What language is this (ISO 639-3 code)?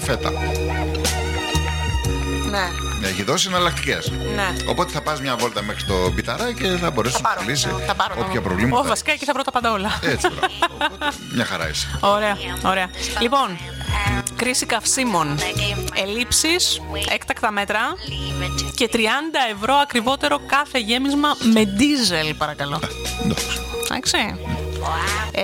ell